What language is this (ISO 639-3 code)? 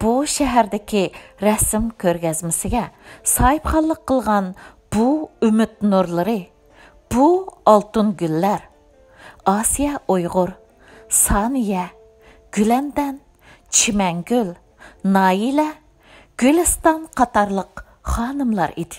uig